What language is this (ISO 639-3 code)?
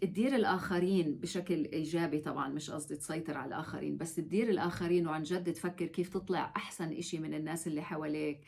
apc